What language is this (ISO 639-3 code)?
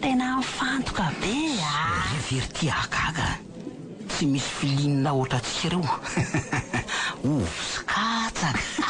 mlg